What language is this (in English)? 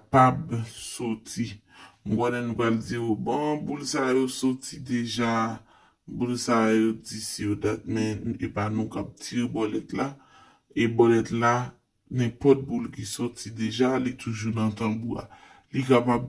Haitian Creole